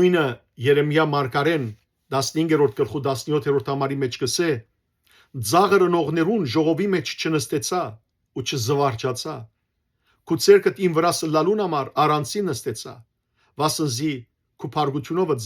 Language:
Western Armenian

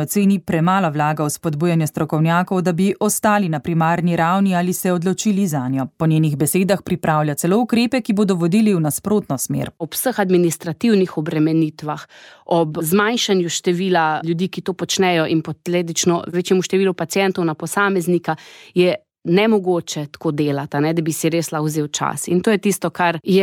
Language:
Slovenian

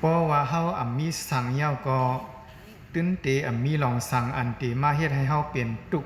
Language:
Shan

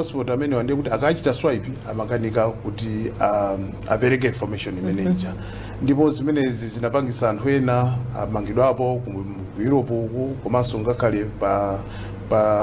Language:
Nyanja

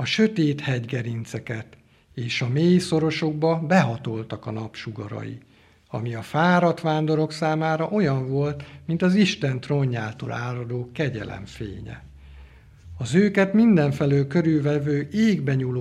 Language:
Hungarian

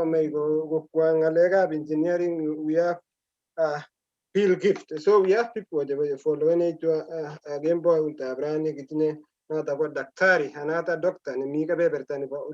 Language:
Kalenjin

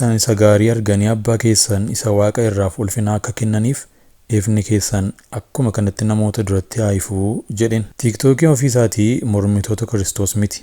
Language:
Oromo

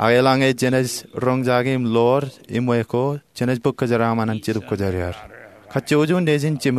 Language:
Marshallese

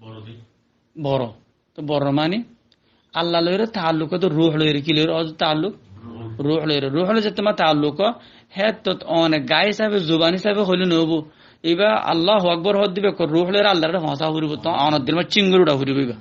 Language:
Rohingya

